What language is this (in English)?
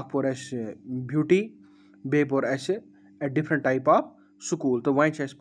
Kashmiri